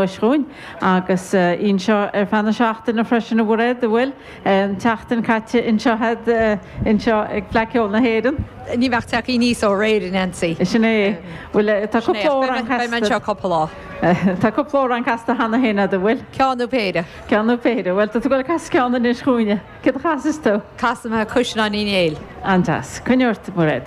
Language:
Irish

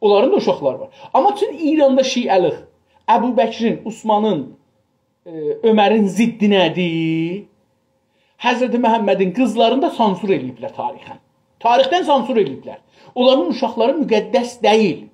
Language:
South Azerbaijani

